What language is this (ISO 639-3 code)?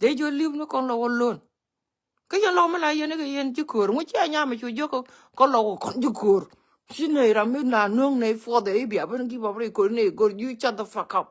nus